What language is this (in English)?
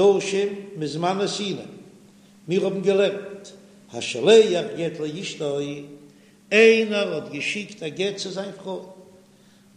Yiddish